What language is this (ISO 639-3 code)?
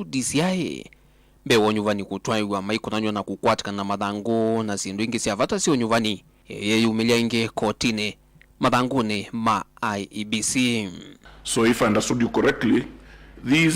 kam